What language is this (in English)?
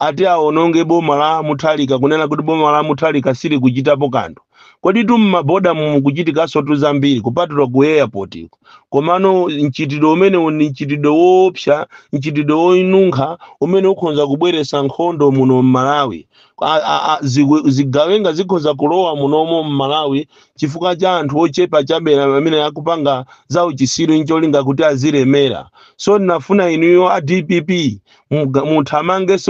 Nyanja